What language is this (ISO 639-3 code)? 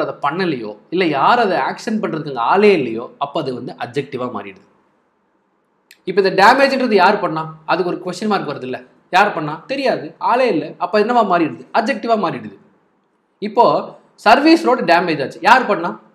tam